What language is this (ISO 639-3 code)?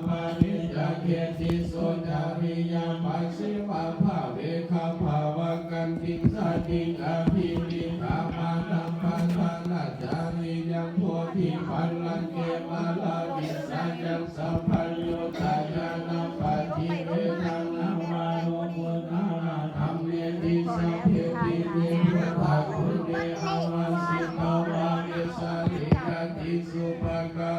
pli